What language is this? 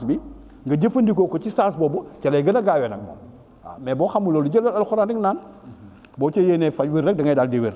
Wolof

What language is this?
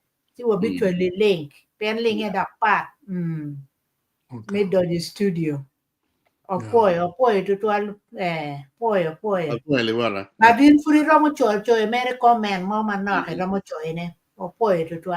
Acoli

